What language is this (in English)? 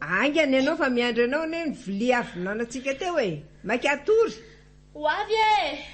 Malagasy